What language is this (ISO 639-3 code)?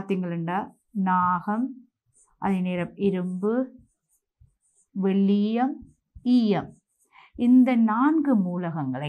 tam